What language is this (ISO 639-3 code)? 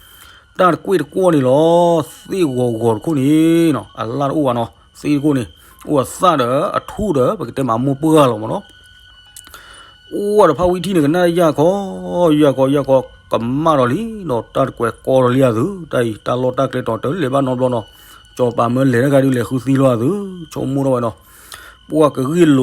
ksw